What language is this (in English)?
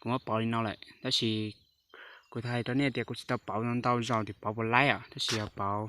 Hmong